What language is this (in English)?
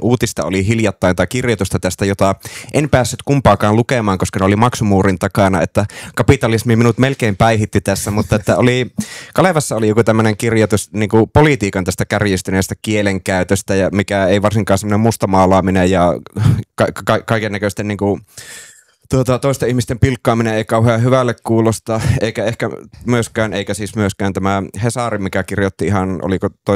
Finnish